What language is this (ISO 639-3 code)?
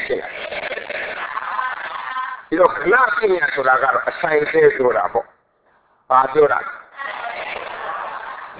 mya